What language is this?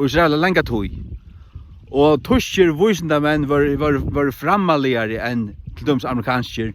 Faroese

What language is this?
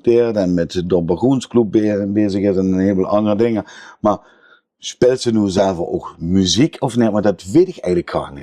Limburgish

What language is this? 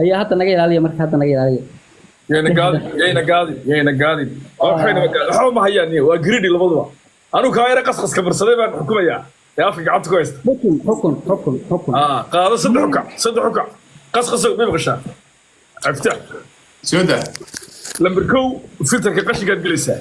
Somali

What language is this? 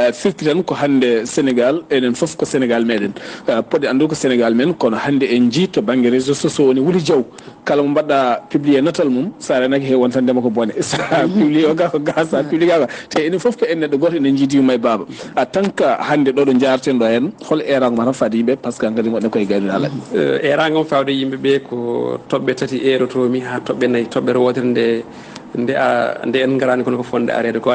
Fula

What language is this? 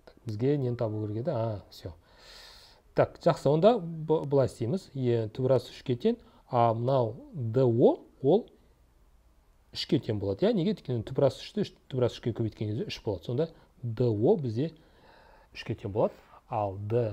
Kazakh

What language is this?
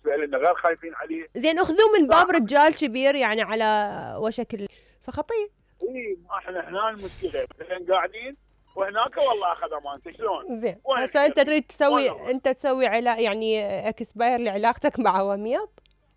Mesopotamian Arabic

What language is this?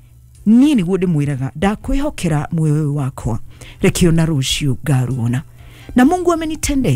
Kikuyu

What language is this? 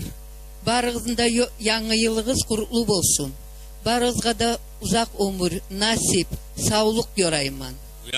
Kumyk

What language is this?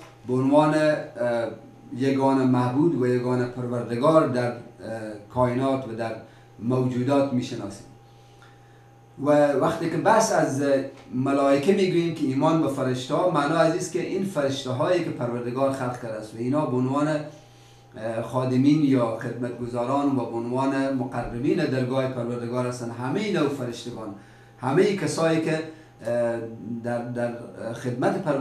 Persian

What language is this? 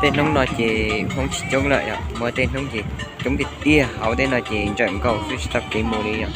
Hmong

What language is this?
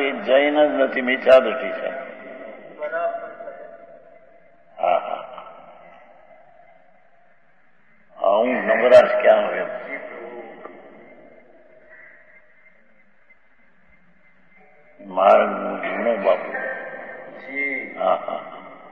Gujarati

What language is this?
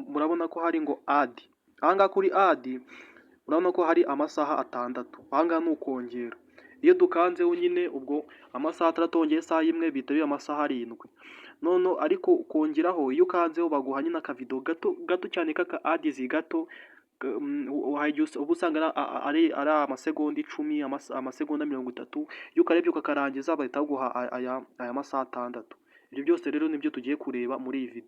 Kinyarwanda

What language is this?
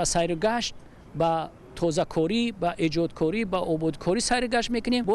Tajik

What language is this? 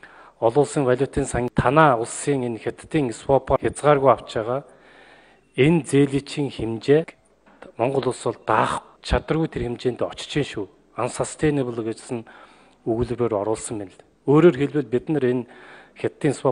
Mongolian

